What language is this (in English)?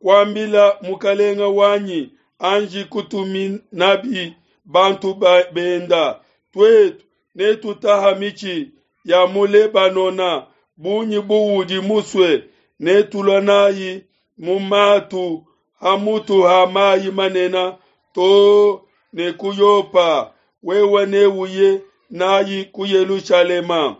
Luba-Lulua